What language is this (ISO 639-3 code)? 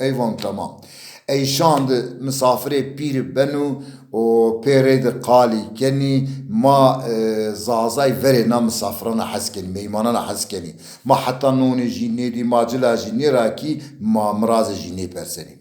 zza